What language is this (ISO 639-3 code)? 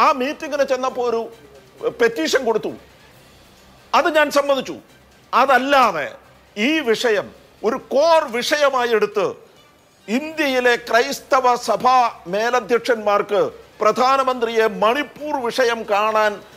mal